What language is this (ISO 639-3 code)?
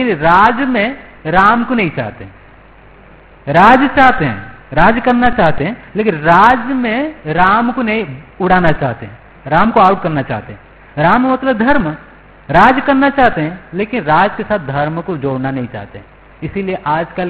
hin